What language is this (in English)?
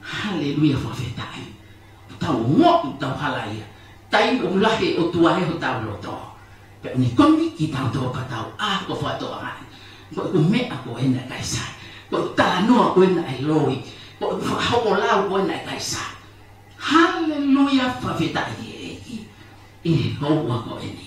Tongan